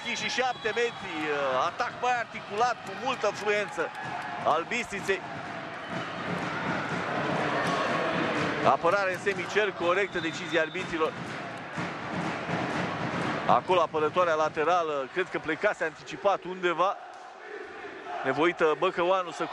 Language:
Romanian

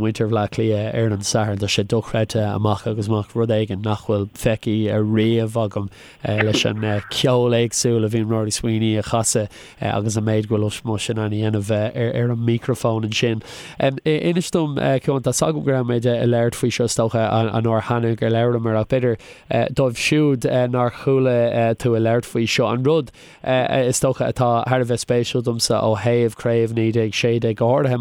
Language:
Irish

